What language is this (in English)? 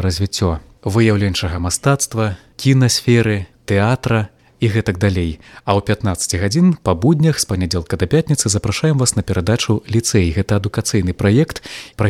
Belarusian